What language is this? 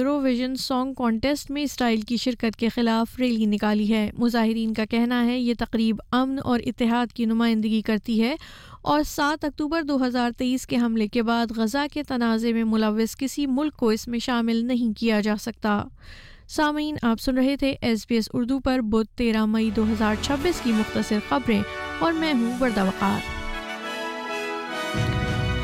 Urdu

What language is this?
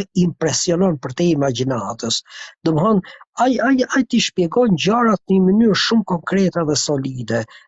Albanian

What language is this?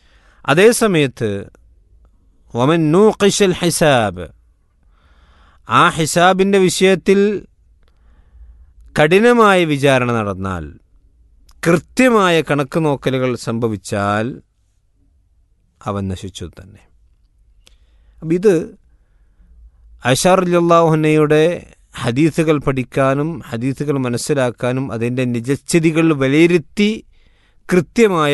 Malayalam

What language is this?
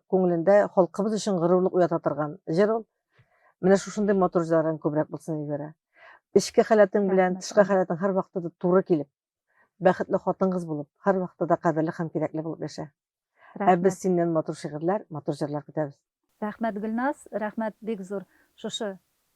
Tatar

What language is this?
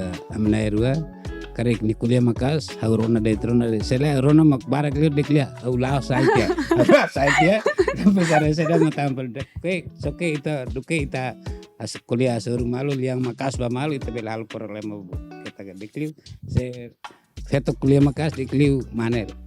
Tetum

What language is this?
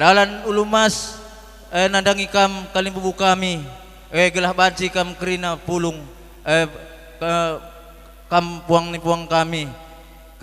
Batak Karo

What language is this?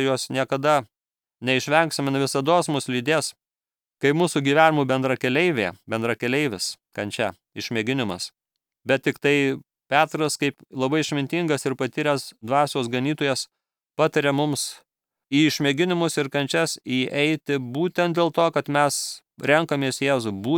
Lithuanian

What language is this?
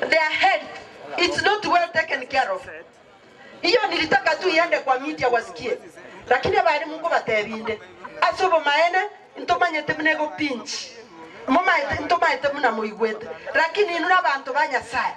Gusii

